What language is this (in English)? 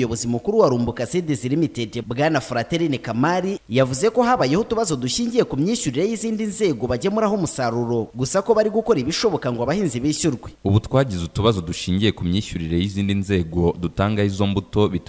Kinyarwanda